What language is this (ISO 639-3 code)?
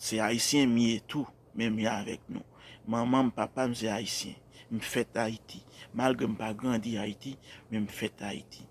hat